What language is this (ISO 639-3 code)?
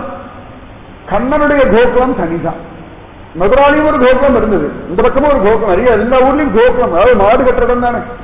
tam